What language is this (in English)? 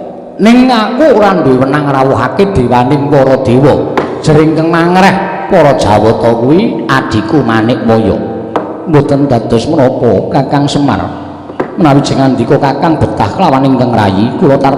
Javanese